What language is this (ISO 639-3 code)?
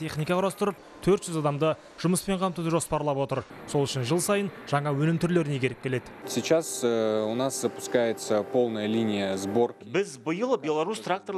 kaz